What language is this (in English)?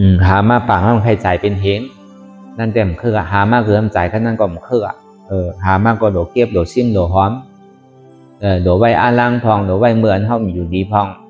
Shan